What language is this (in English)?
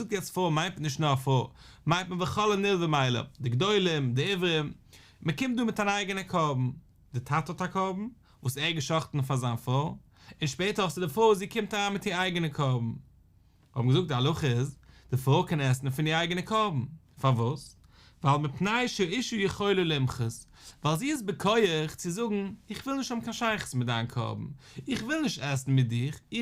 Yiddish